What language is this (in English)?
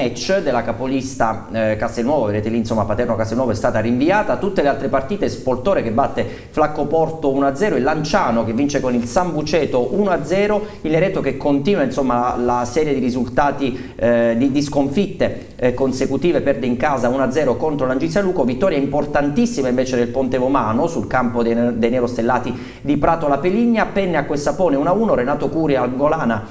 Italian